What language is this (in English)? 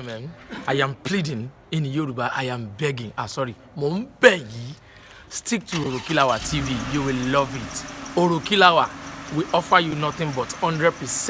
Yoruba